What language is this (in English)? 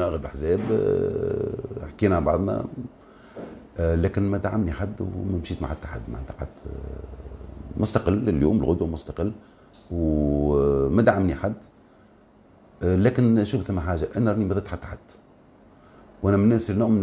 Tunisian Arabic